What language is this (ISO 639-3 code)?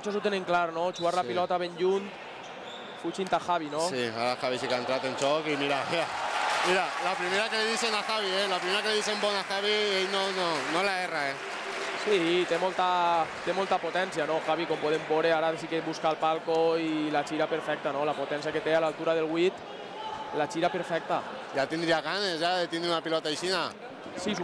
cat